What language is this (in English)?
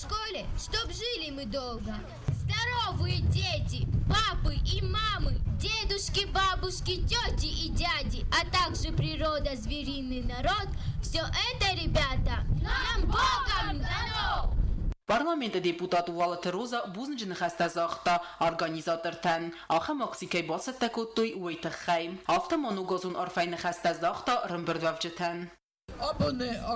Ossetic